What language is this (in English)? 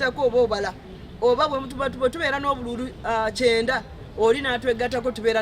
Ganda